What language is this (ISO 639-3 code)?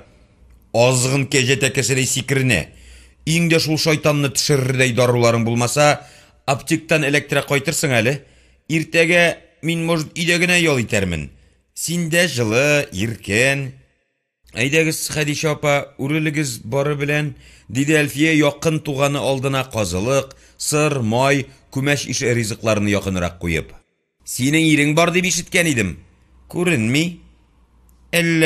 tat